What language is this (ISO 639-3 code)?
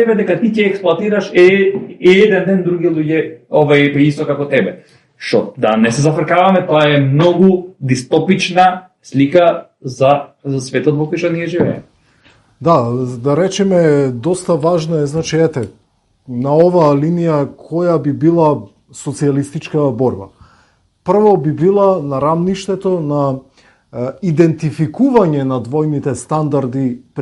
mkd